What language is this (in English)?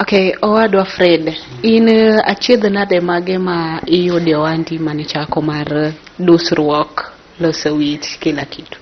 Luo (Kenya and Tanzania)